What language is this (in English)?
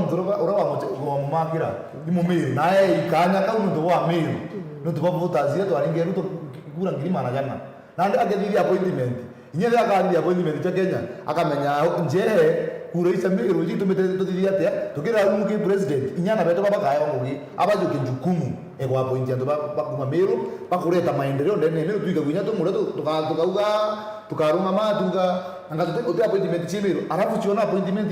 Meru